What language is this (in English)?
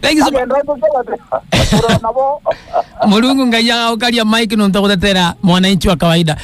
Meru